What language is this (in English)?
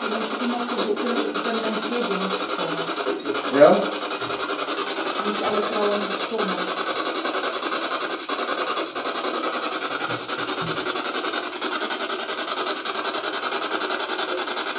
German